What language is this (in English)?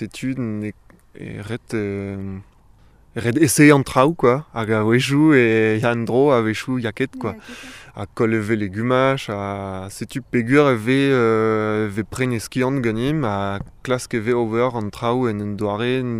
Breton